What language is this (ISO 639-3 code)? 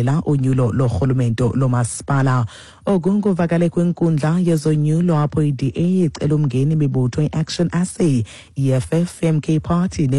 xho